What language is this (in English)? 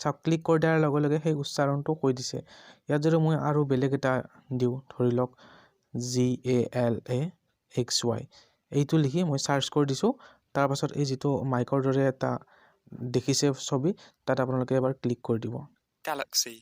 Assamese